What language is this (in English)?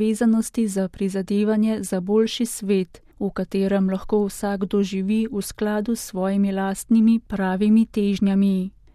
Slovenian